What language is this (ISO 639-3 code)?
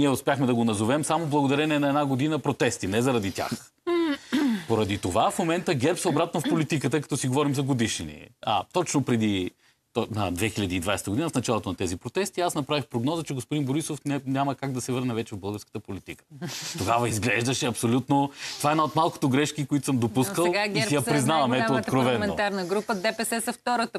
bul